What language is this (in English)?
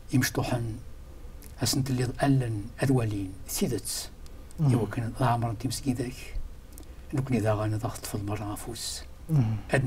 Kabyle